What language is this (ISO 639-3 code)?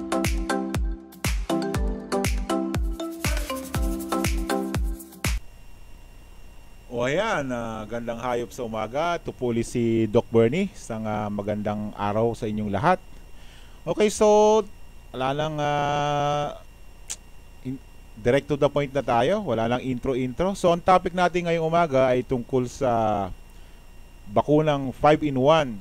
fil